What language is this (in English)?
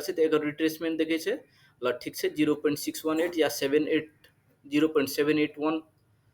Maithili